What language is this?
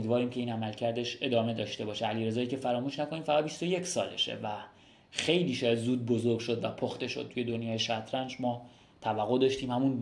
Persian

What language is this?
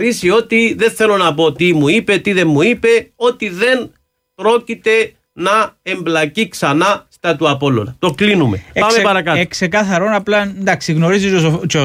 Greek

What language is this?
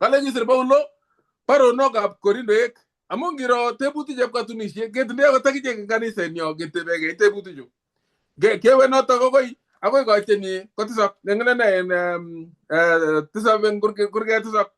Kalenjin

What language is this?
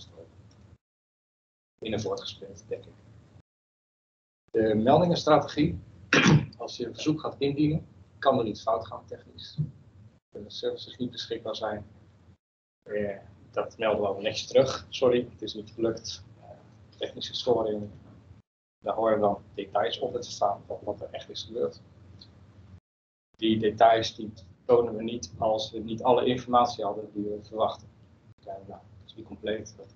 Dutch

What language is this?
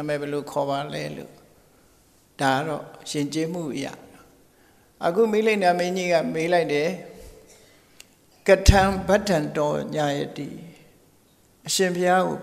Burmese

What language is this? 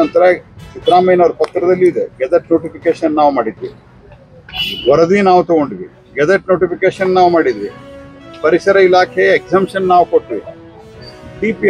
Kannada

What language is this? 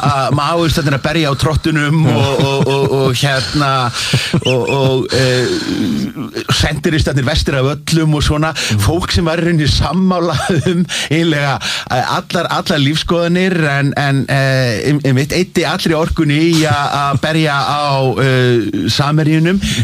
Icelandic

